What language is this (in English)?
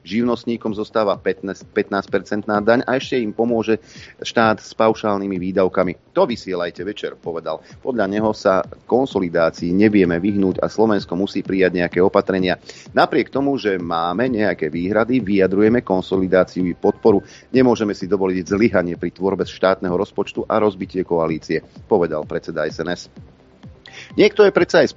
Slovak